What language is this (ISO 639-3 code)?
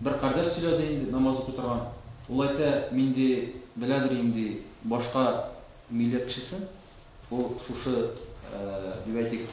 tat